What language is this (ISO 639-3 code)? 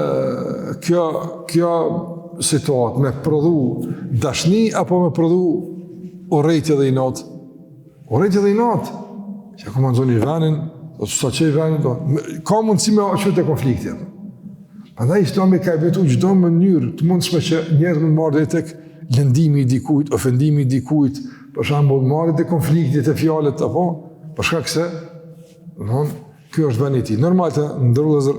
sqi